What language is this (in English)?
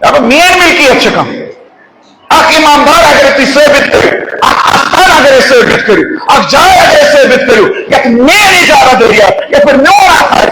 Kashmiri